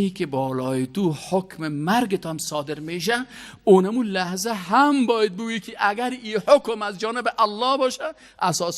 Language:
Persian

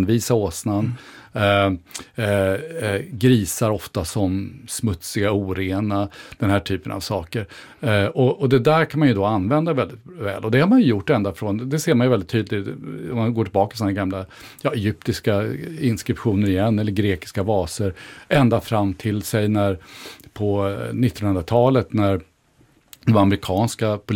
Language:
Swedish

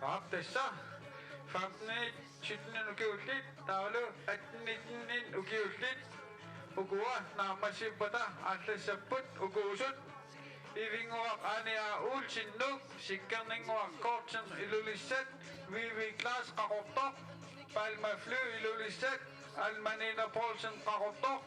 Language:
Kalaallisut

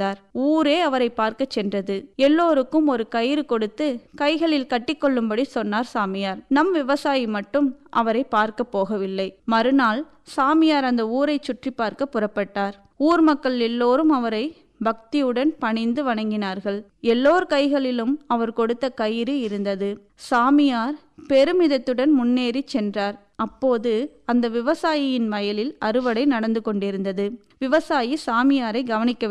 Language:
Tamil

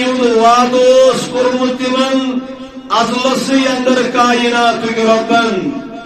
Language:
Kashmiri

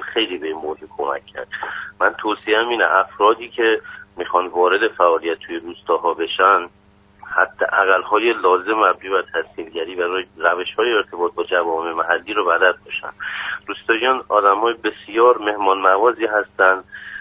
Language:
Persian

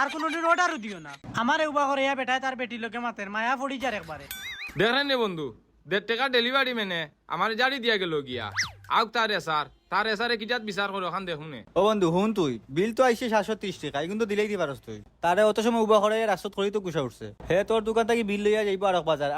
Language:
Sylheti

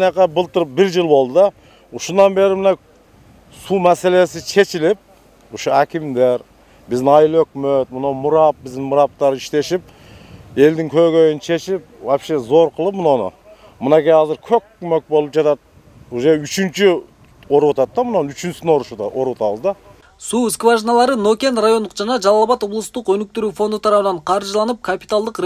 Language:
Kyrgyz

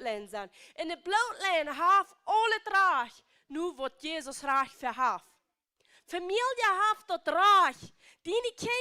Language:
Plautdietsch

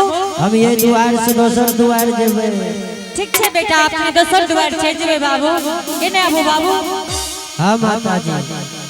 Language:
Angika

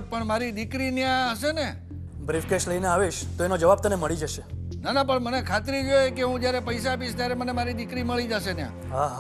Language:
Gujarati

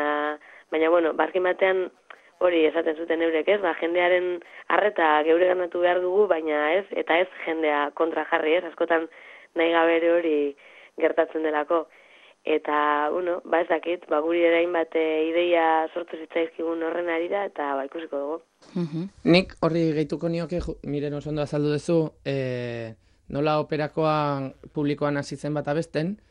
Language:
Basque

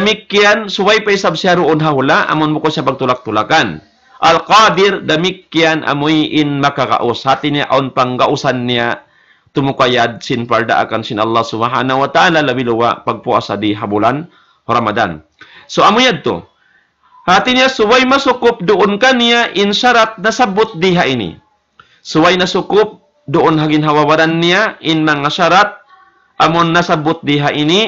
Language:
Tausug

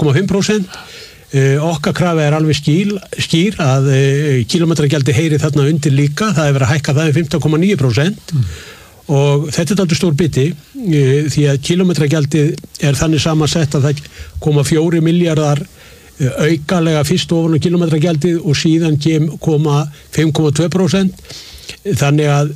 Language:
Icelandic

